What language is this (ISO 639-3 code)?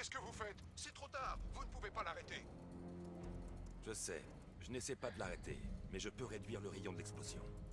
fra